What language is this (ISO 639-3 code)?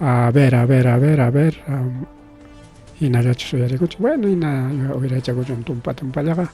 quy